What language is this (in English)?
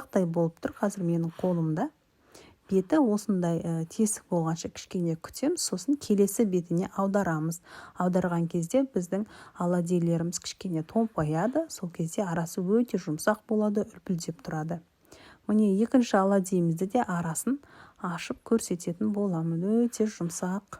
Kazakh